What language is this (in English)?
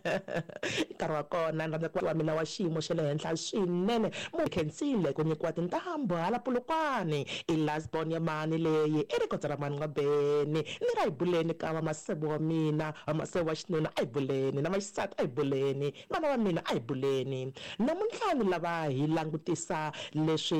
Tsonga